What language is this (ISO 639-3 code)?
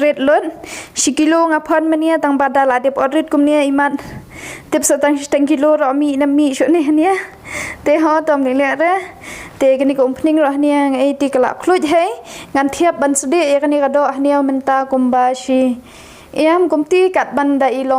kha